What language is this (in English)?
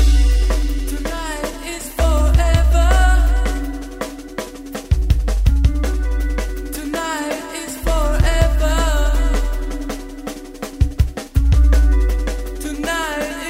Bosnian